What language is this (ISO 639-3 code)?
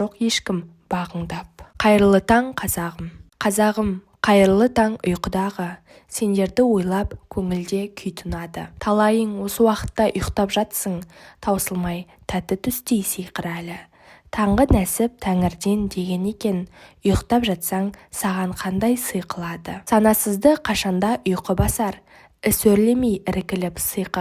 kaz